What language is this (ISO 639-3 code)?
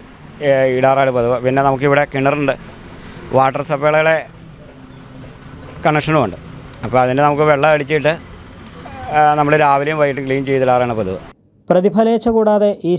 mal